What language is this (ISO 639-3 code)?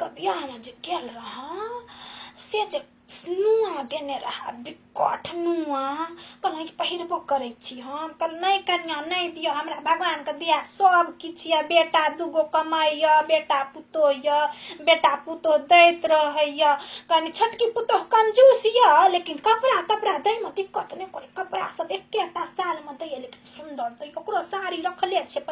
mai